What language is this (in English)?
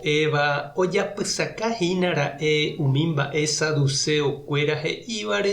Guarani